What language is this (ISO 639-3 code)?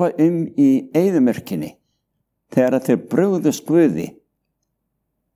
isl